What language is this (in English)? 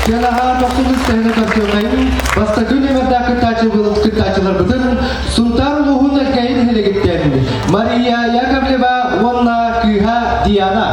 Yakut